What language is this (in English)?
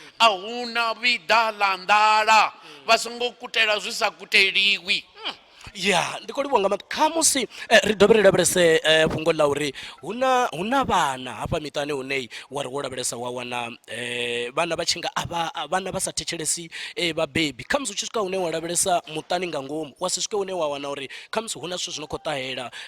Venda